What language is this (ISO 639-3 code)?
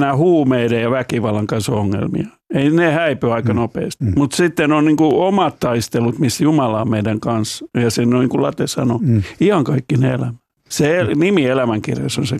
fin